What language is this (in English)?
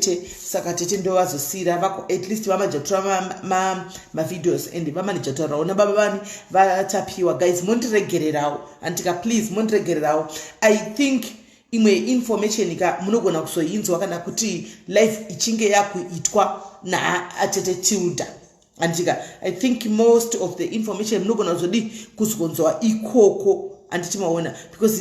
Shona